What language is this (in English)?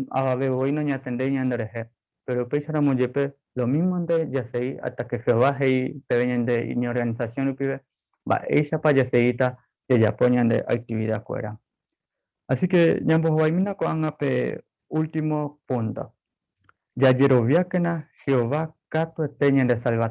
Guarani